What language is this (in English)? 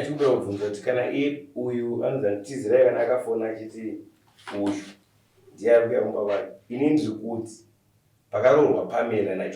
Shona